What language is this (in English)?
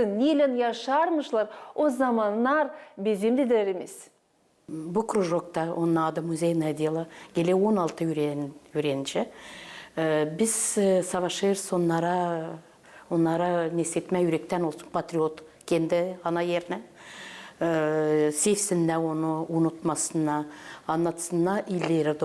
Gagauz